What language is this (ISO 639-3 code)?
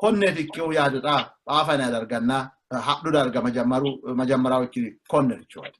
sid